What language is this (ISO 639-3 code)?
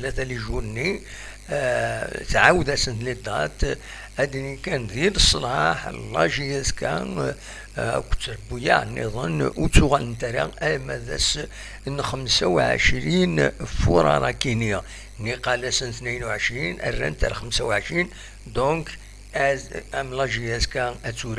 kab